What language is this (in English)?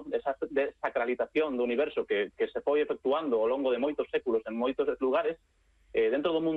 Galician